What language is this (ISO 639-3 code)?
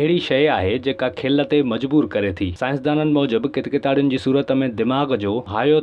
snd